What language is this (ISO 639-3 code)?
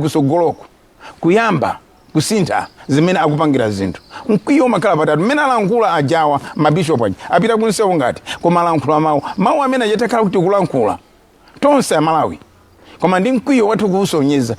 nya